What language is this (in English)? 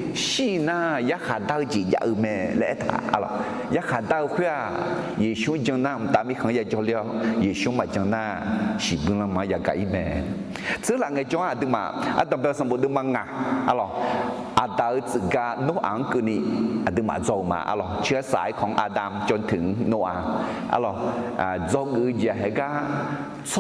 Akha